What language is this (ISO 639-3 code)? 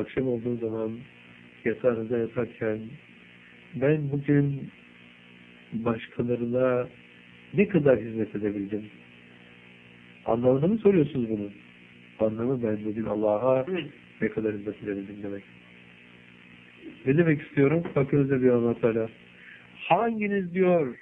tur